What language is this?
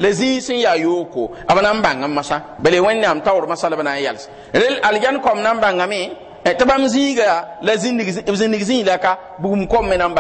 Mossi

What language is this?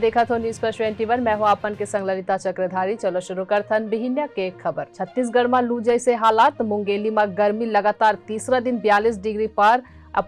Chhattisgarhi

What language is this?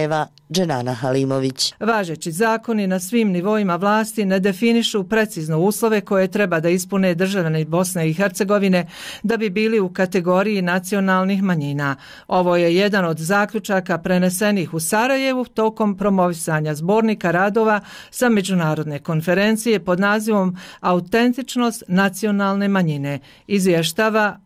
Bosnian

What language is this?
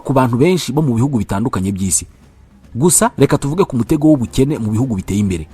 Kinyarwanda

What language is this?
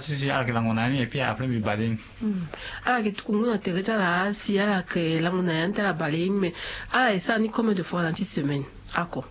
Sango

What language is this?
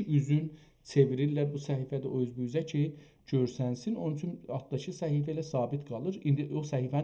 South Azerbaijani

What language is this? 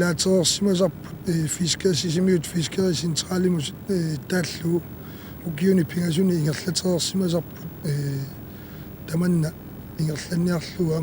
Kalaallisut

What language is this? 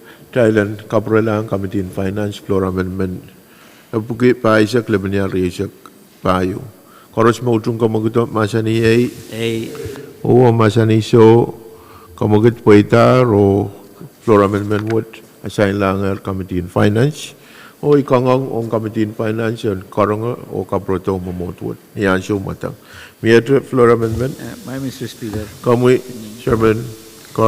Pohnpeian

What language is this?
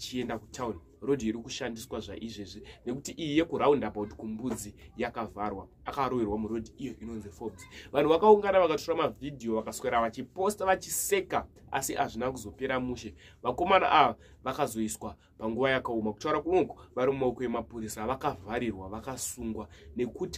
Shona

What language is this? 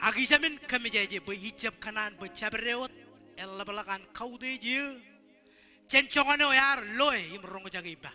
Marshallese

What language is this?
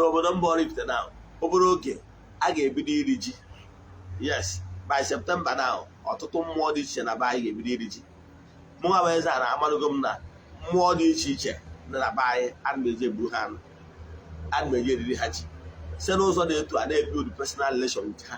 Igbo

